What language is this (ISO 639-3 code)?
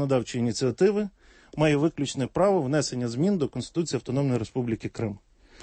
ukr